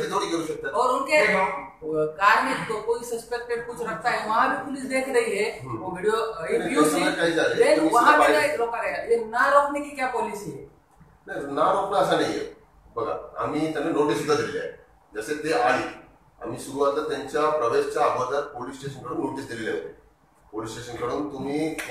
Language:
Marathi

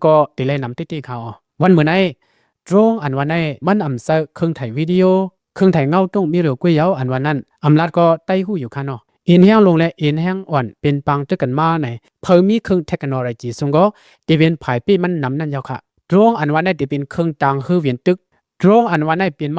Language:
Shan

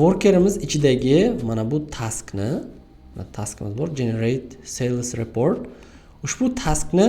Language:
Uzbek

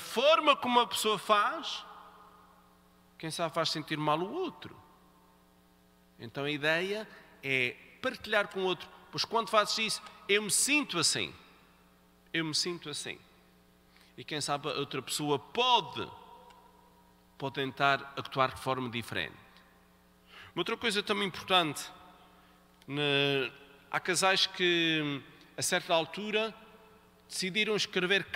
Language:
Portuguese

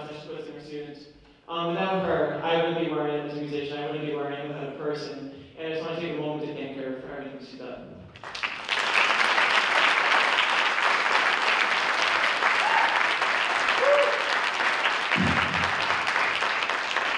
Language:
English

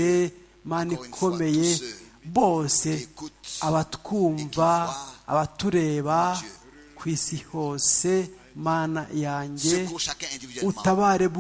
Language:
Kinyarwanda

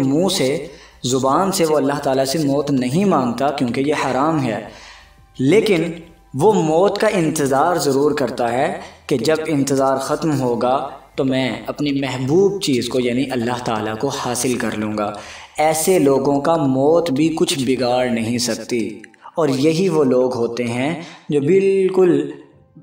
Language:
Urdu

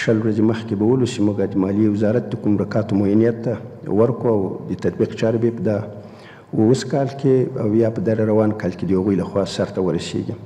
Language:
Pashto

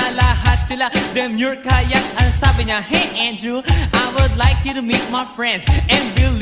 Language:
Filipino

